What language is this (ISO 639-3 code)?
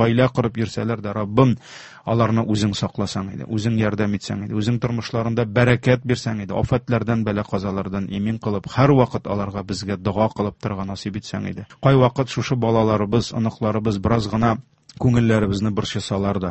tat